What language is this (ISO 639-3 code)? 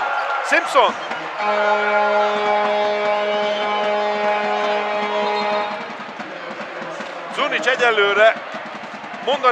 hun